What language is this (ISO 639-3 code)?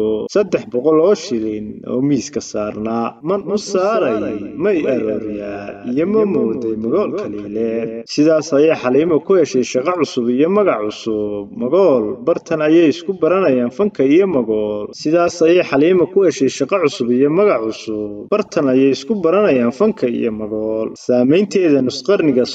som